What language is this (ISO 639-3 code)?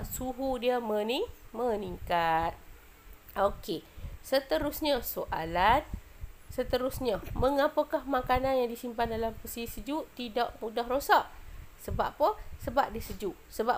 msa